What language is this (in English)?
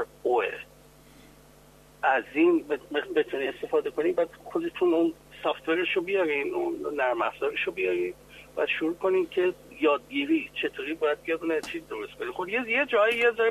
Persian